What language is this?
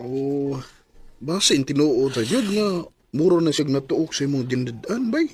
Cebuano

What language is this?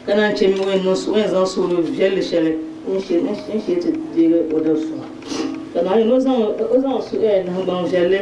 Dagbani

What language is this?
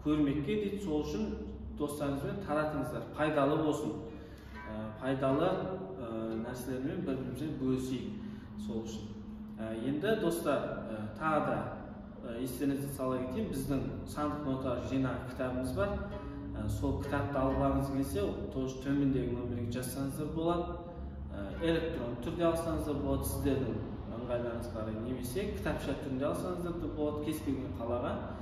Kazakh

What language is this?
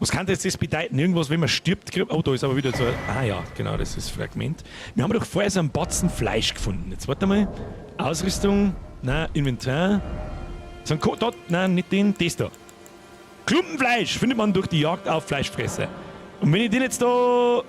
Bavarian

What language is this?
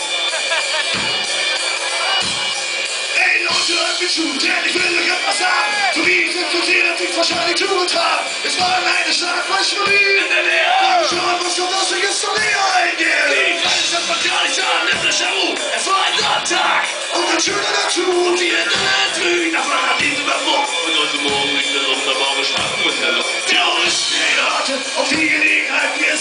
German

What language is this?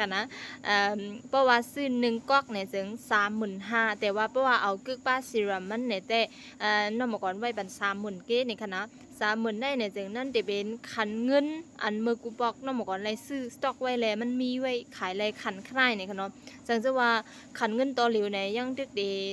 Shan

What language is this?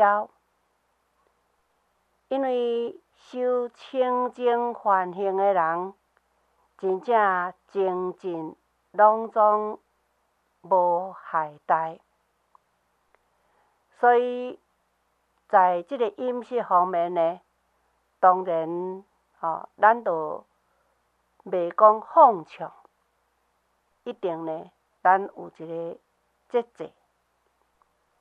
Min Nan Chinese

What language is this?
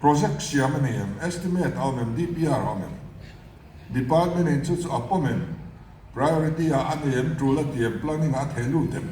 Mizo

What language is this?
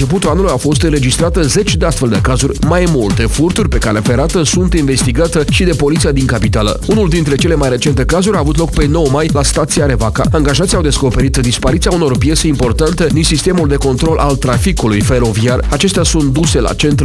Romanian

